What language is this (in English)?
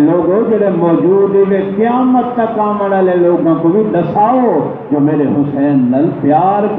Saraiki